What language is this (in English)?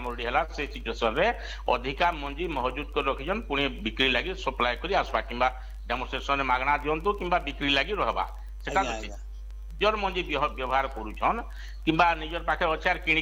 Odia